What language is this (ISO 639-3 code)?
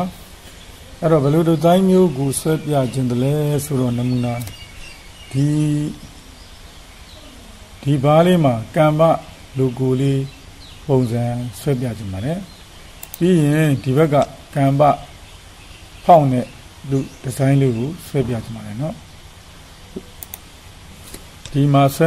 mya